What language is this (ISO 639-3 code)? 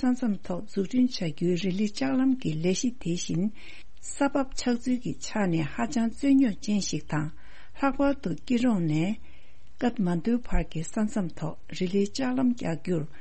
bod